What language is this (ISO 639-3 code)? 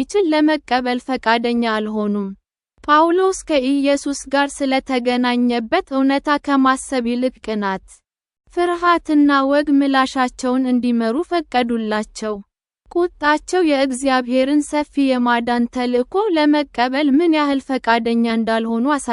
amh